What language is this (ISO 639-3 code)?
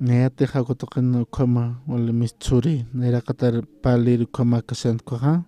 aym